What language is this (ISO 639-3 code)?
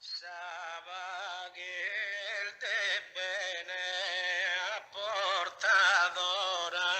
srd